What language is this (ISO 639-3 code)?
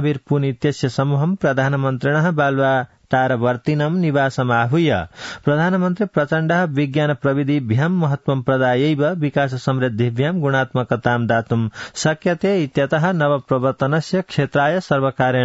san